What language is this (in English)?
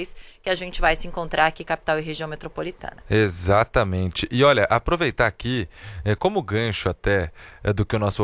Portuguese